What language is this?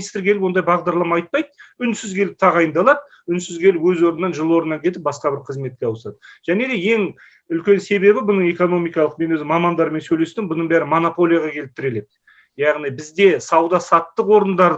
Kazakh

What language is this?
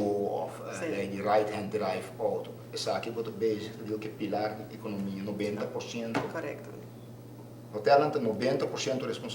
Papiamento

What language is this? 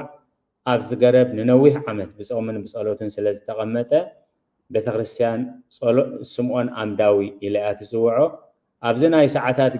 Tigrinya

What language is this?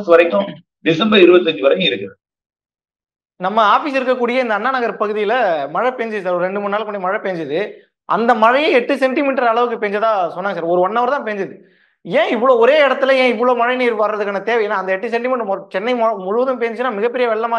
Tamil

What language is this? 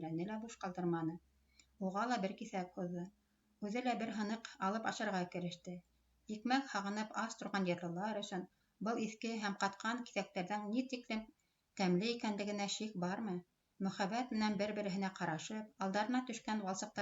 Bashkir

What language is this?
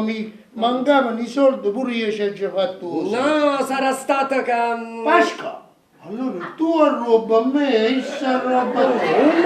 Neapolitan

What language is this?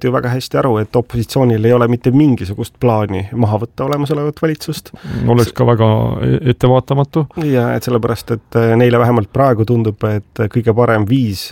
Estonian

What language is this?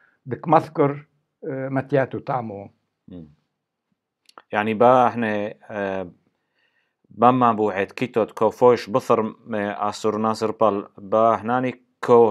Turoyo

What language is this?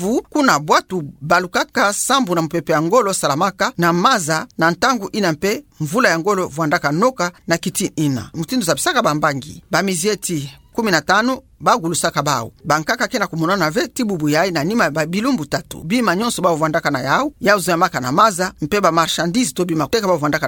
Kituba (Democratic Republic of Congo)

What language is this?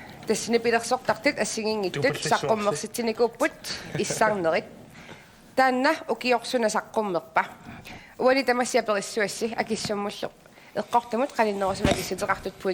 Kalaallisut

